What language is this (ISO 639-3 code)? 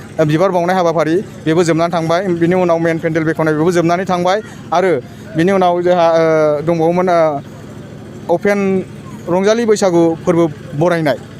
brx